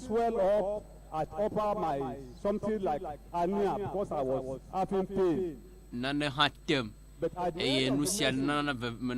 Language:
Ewe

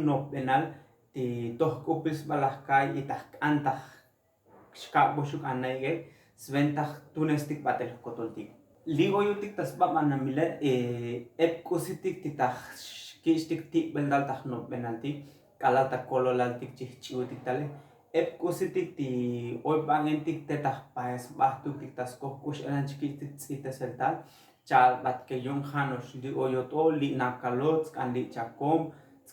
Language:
Tzotzil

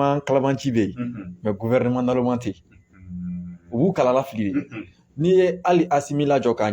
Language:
Bambara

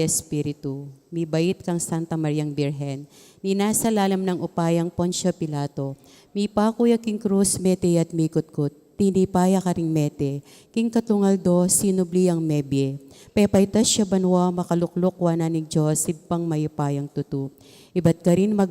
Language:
Pampanga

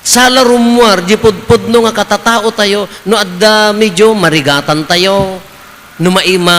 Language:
Iloko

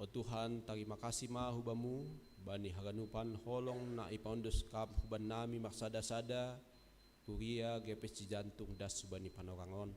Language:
Batak Simalungun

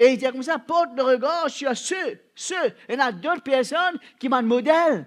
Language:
Morisyen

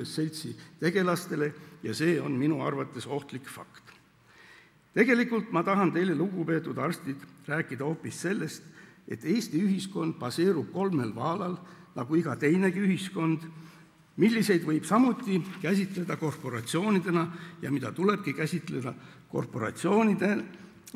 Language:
Estonian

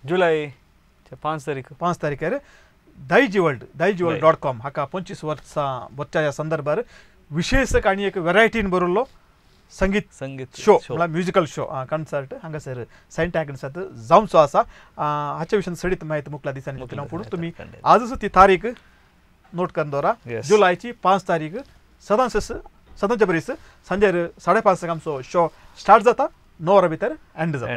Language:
Konkani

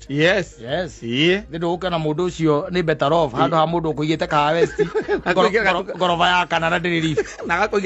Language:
Kikuyu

